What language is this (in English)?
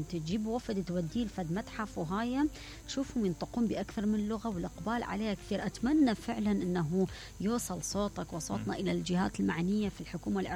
Mesopotamian Arabic